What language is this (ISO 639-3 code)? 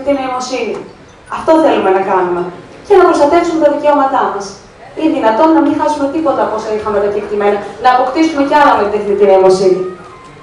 ell